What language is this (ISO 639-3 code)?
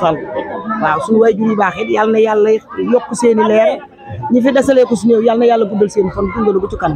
wol